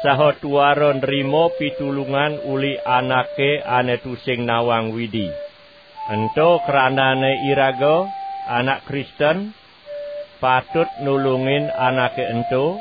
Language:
Balinese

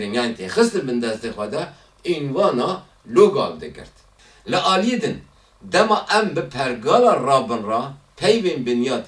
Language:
Kurdish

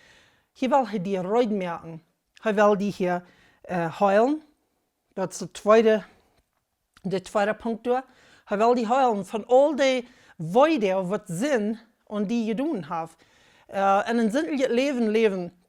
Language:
Plautdietsch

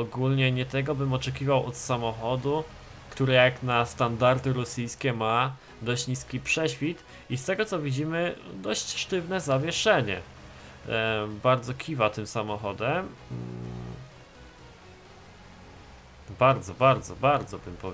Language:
Polish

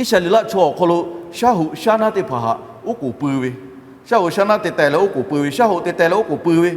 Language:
Lahu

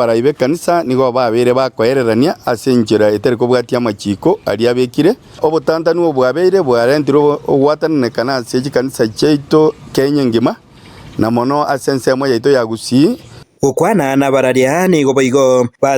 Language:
Gusii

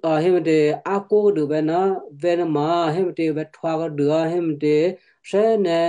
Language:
Western Kayah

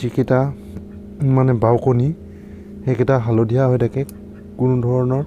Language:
Assamese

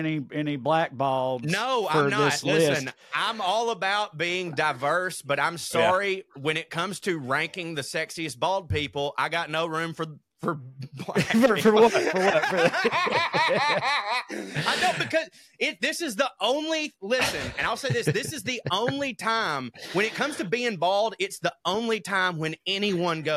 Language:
English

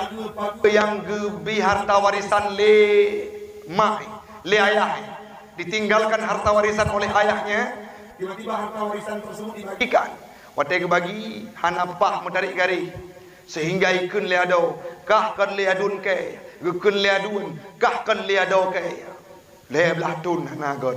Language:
Achinese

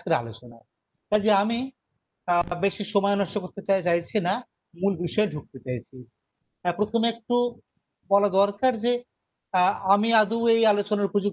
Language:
Bangla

